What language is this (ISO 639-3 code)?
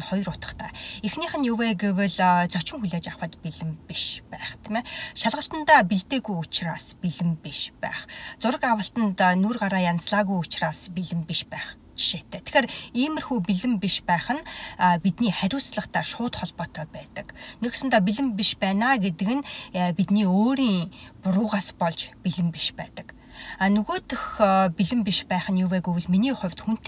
mon